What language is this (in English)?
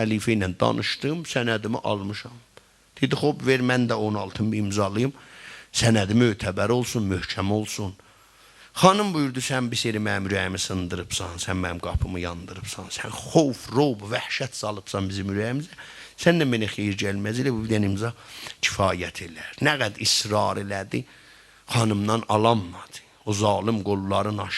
South Azerbaijani